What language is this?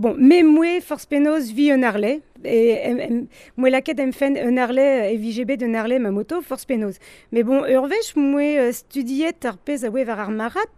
Breton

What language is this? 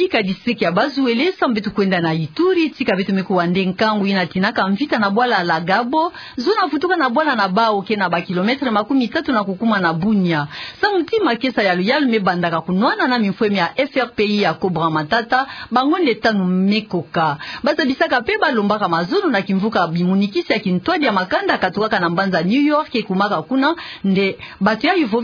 Kituba (Democratic Republic of Congo)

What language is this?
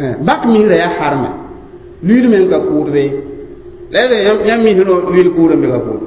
Mossi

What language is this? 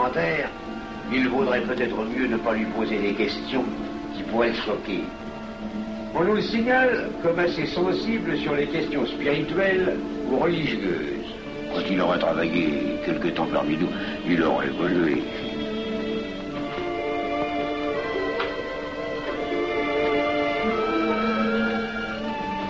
French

